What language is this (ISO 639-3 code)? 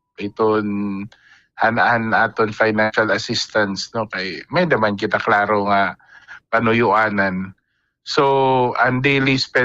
war